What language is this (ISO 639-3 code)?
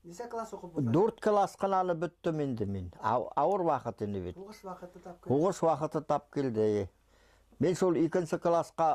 bak